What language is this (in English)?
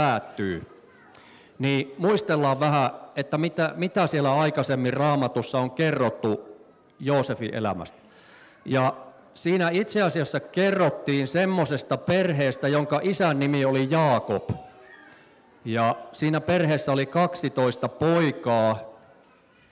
Finnish